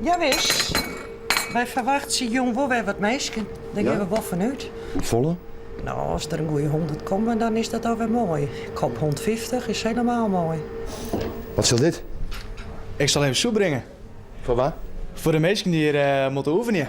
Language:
Western Frisian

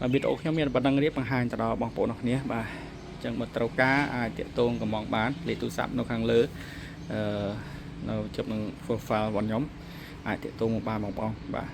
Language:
Khmer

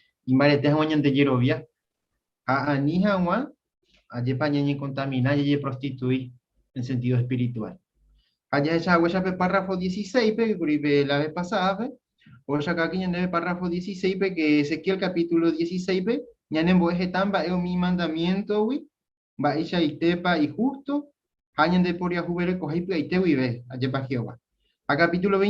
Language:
Guarani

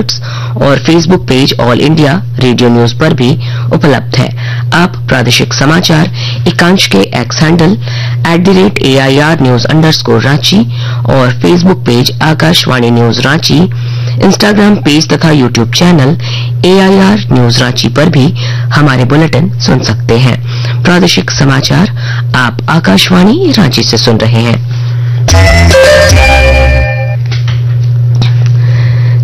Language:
Hindi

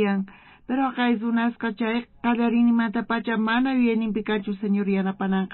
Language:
South Bolivian Quechua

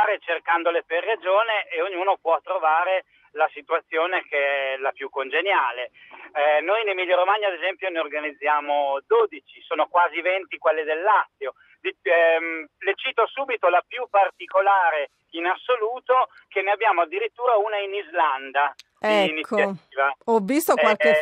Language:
Italian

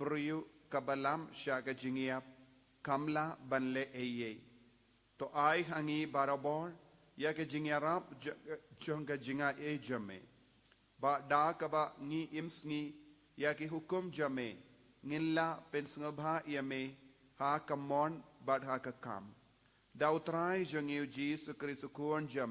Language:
Khasi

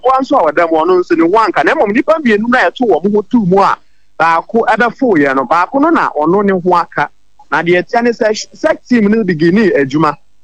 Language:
Akan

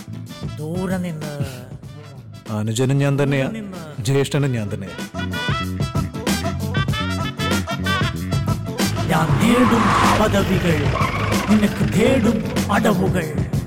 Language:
Malayalam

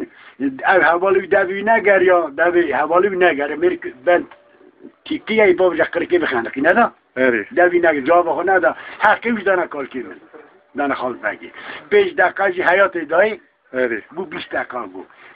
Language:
Kurdish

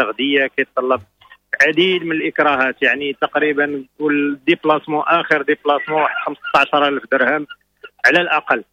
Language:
Moroccan Arabic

